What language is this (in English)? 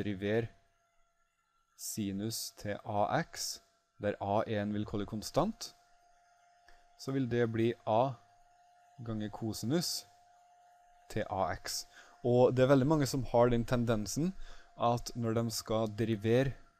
Norwegian